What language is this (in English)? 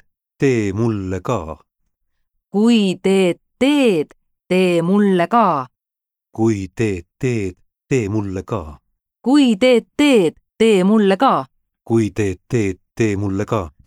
Estonian